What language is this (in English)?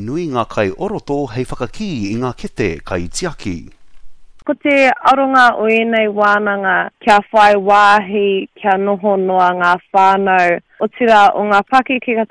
Māori